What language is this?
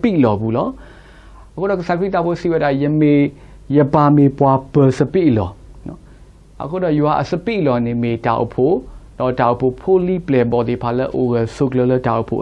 S'gaw Karen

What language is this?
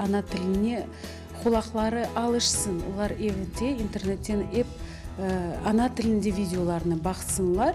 Crimean Tatar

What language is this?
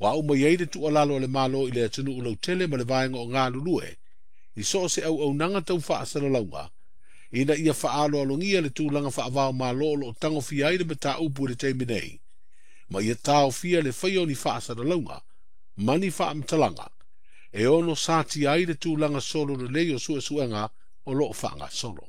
Samoan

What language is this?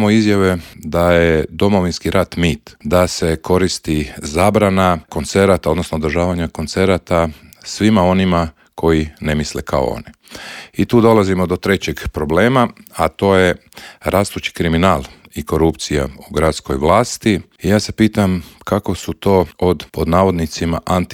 Croatian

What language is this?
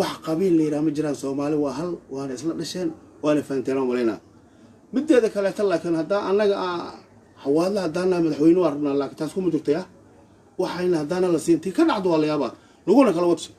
Somali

